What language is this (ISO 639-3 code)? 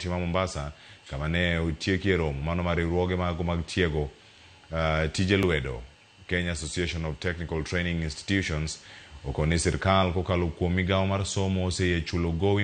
luo